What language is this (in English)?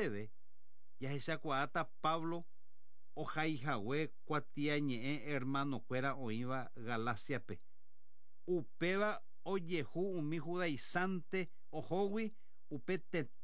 Guarani